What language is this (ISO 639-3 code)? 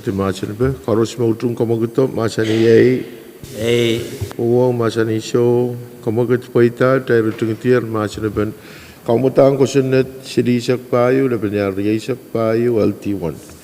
pon